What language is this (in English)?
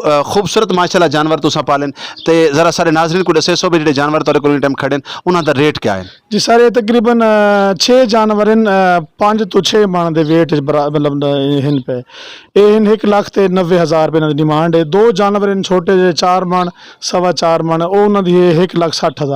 Western Panjabi